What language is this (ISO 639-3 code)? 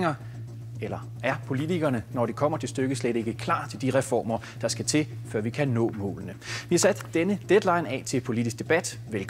dan